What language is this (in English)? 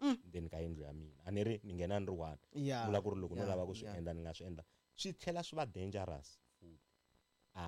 Tsonga